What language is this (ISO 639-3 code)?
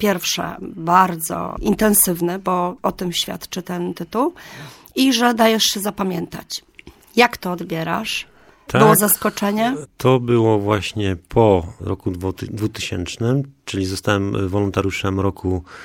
pol